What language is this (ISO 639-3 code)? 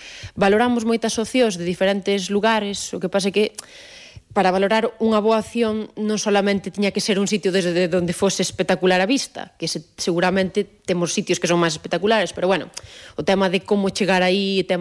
glg